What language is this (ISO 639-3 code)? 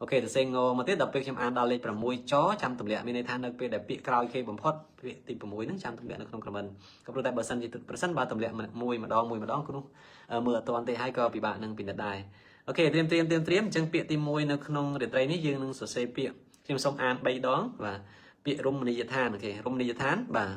khm